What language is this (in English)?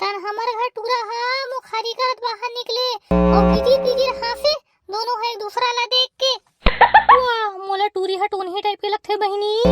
Chhattisgarhi